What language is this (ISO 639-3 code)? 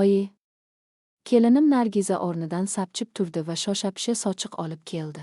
uzb